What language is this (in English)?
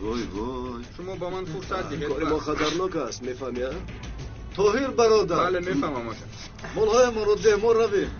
Tajik